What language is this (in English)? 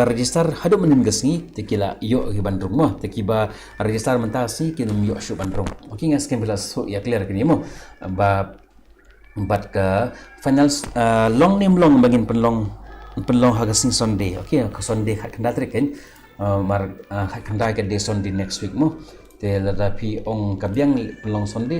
Khasi